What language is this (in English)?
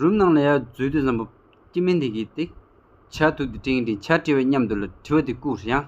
Tibetan